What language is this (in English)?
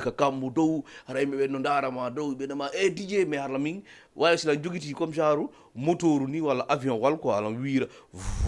Fula